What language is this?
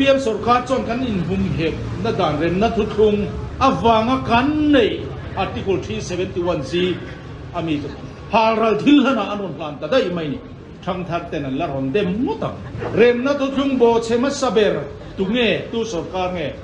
Mizo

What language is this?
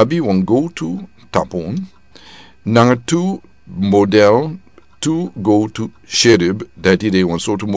Sranan Tongo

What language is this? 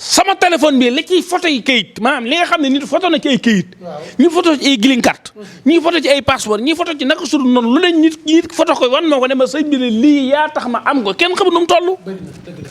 Wolof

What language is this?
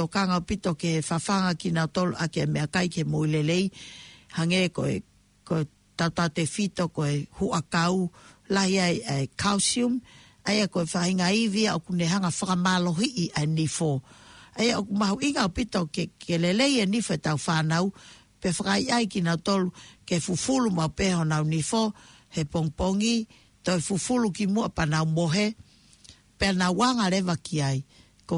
Tongan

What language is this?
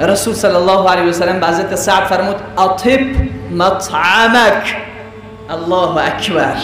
Persian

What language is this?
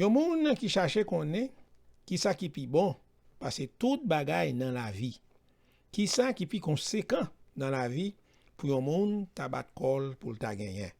Haitian Creole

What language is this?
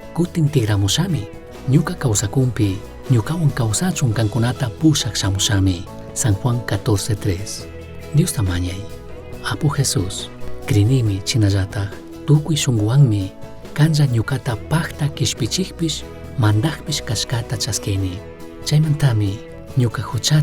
Chimborazo Highland Quichua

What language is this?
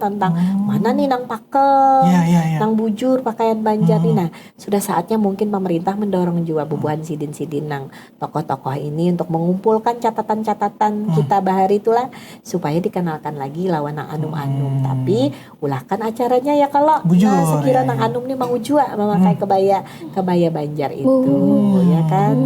Banjar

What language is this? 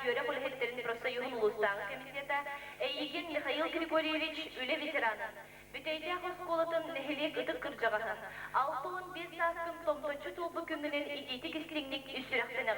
Yakut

